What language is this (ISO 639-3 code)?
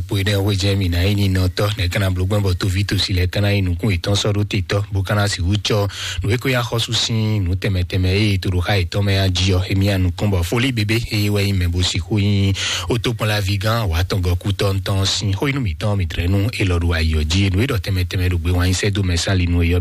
fon